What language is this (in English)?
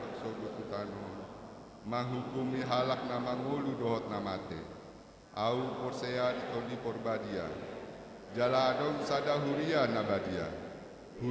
Batak Toba